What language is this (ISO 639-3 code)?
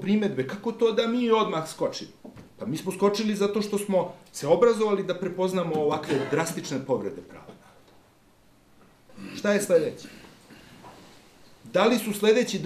srp